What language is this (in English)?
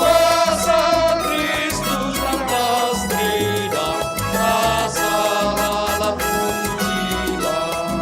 Batak Karo